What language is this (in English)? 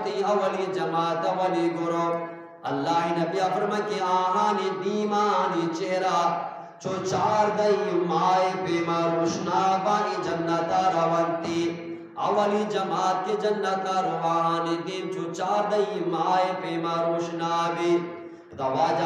Eastern Balochi